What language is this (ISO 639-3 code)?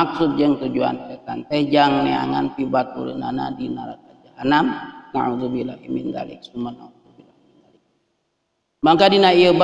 sun